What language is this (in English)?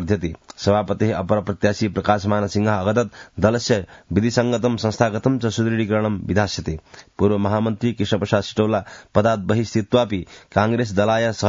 Sanskrit